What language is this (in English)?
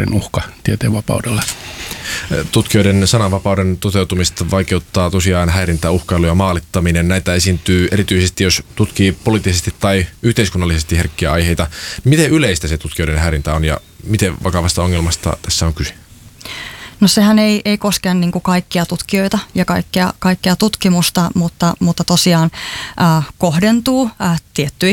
Finnish